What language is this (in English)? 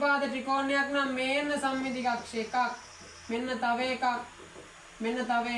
Sinhala